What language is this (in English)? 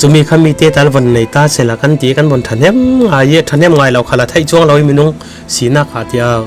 Falam Chin